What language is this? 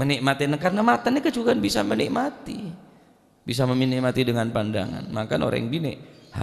Madurese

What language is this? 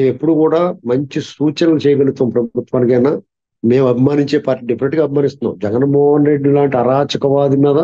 Telugu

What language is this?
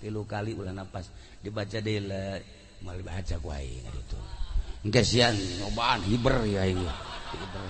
Sundanese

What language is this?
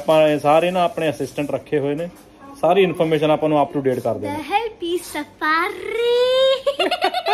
Punjabi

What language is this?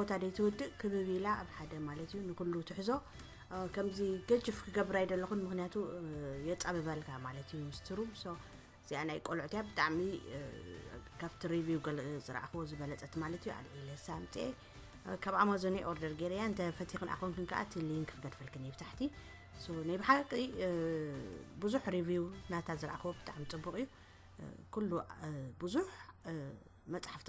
Tigrinya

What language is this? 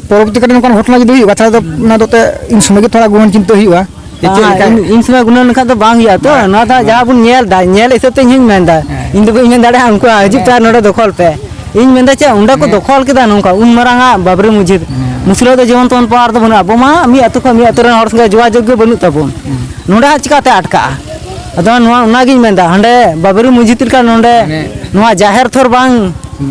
Santali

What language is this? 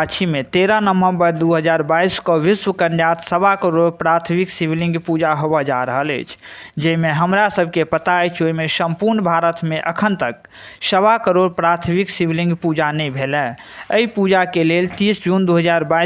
Maithili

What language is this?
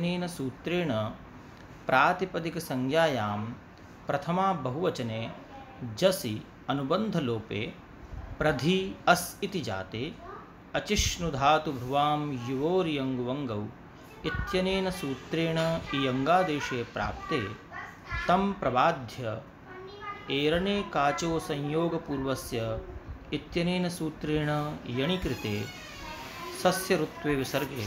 Sanskrit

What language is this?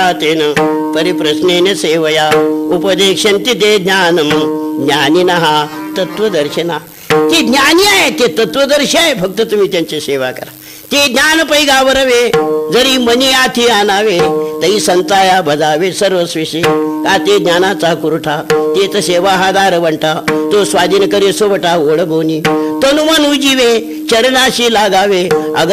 Marathi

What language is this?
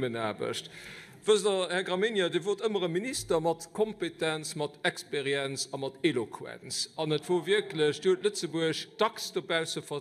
Luxembourgish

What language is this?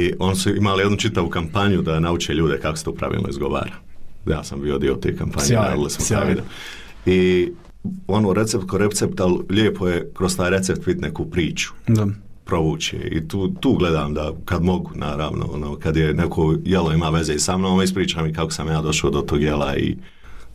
Bosnian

